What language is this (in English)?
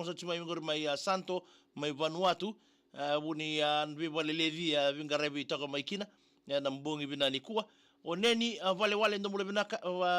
Fijian